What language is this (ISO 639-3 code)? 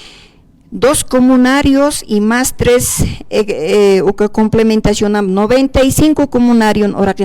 aym